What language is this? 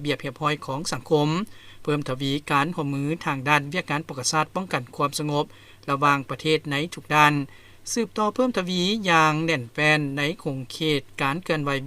Lao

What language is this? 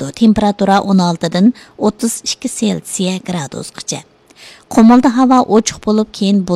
Uyghur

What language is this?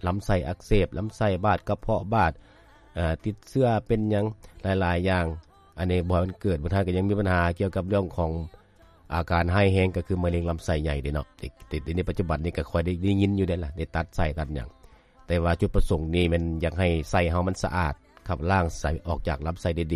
Lao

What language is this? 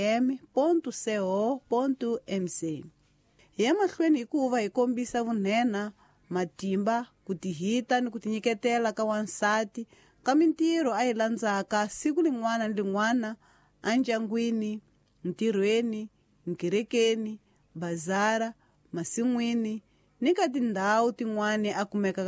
Tsonga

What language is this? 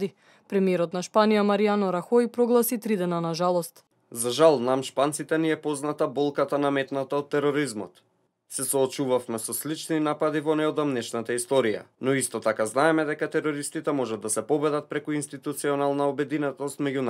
Macedonian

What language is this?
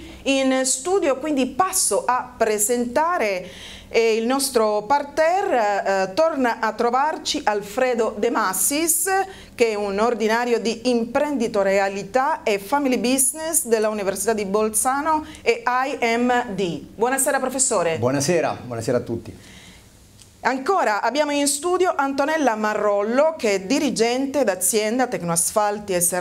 Italian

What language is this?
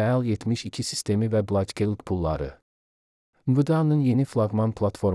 Azerbaijani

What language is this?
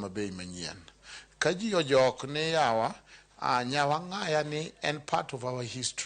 Luo (Kenya and Tanzania)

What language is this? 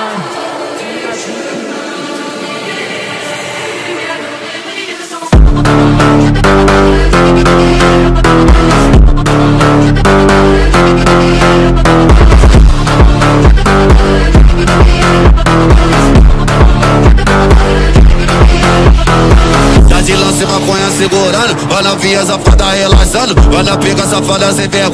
Portuguese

